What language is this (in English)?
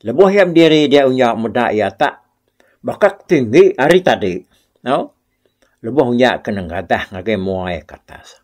Iban